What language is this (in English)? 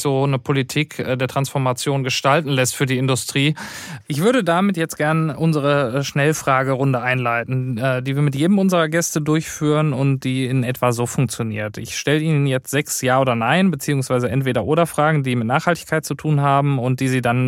German